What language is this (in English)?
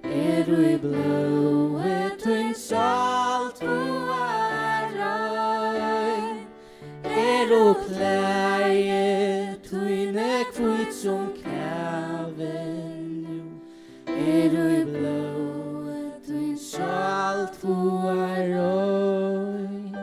Faroese